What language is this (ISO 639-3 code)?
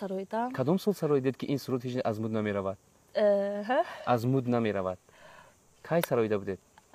tgk